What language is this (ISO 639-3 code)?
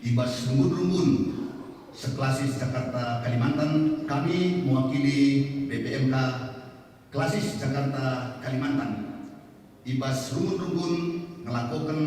btx